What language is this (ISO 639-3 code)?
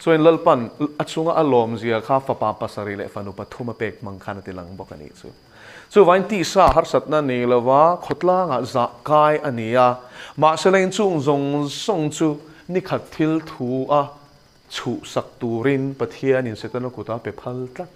lus